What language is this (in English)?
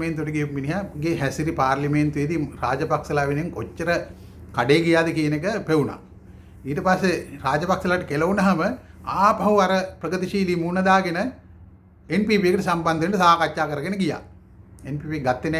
Sinhala